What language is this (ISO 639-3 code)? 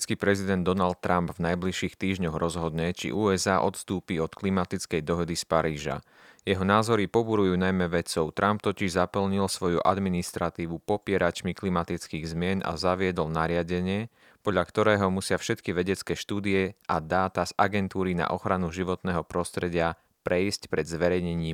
slk